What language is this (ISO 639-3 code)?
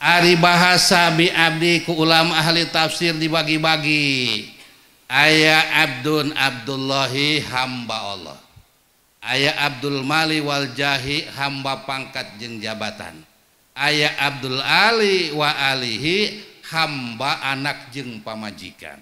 sun